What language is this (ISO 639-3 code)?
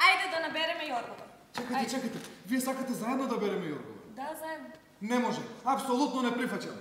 mkd